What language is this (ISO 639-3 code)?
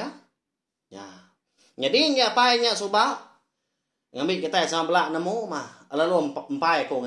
iba